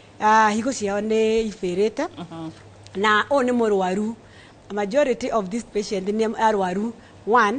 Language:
Kikuyu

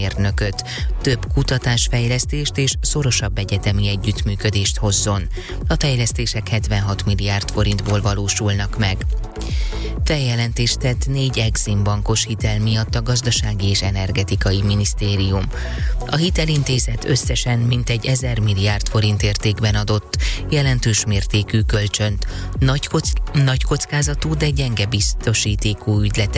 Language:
Hungarian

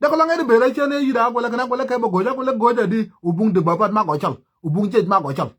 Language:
Nuer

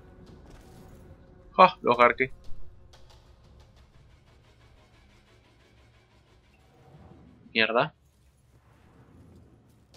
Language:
Spanish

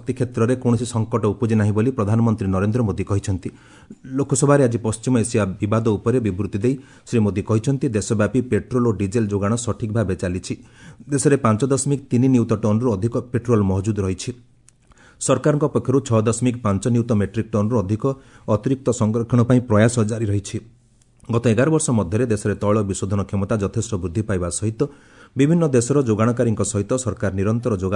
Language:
Odia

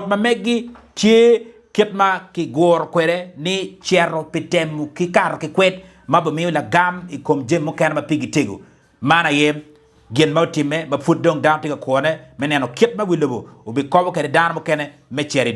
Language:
Acoli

